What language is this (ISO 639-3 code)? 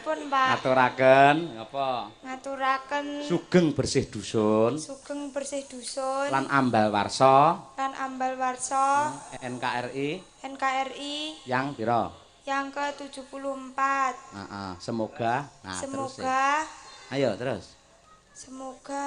jav